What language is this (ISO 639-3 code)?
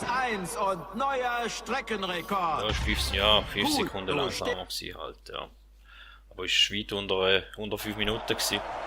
gsw